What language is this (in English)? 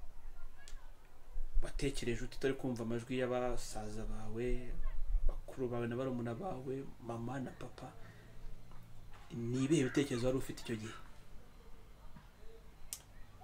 Kinyarwanda